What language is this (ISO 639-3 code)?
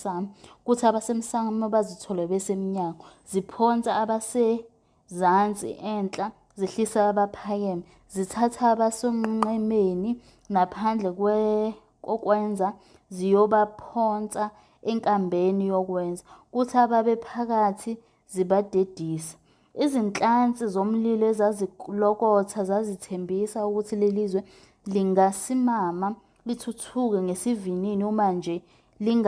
zul